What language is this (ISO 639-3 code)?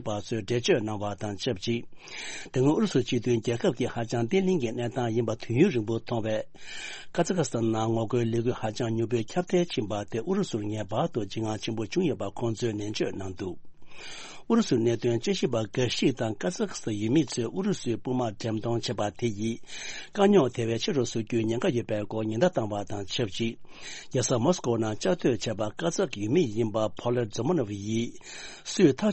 bod